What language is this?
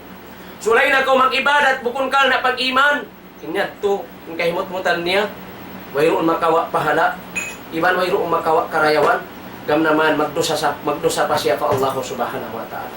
Tausug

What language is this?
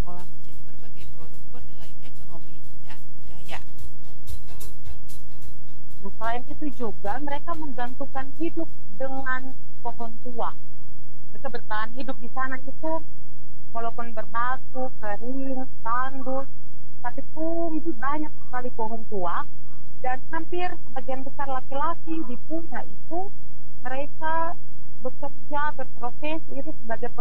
Indonesian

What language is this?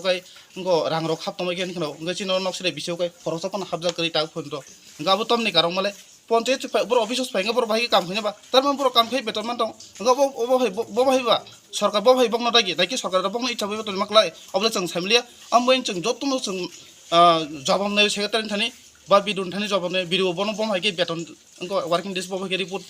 Kok Borok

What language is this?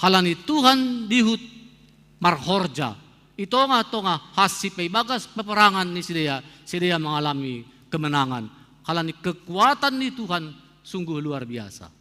Batak Simalungun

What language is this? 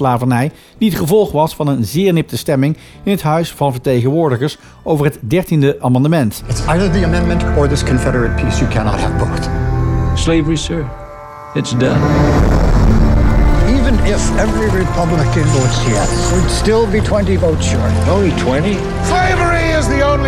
Dutch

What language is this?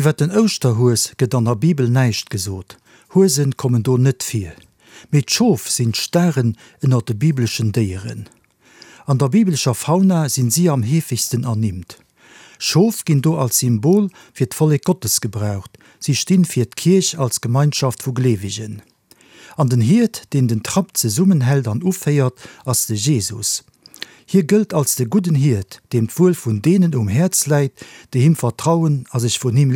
Luxembourgish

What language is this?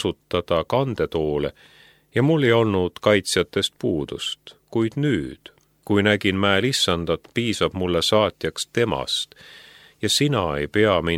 Estonian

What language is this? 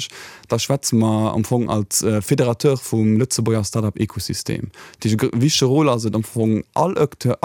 Luxembourgish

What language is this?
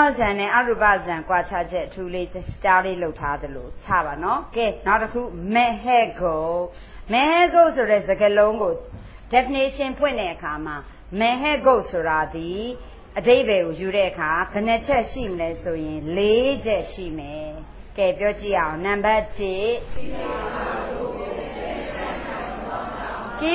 Burmese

